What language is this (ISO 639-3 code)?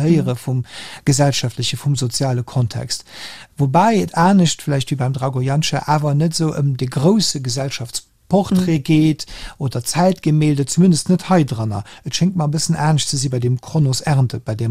ltz